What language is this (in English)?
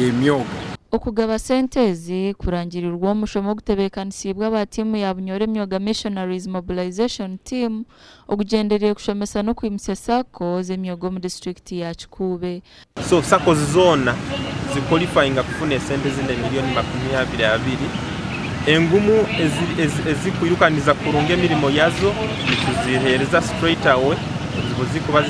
Nyankole